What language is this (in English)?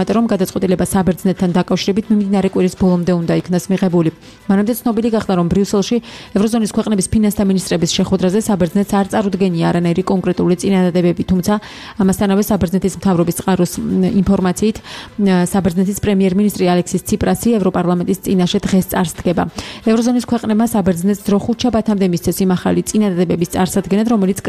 Georgian